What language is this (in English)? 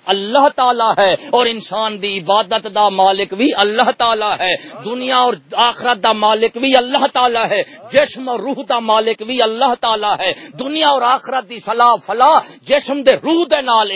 Saraiki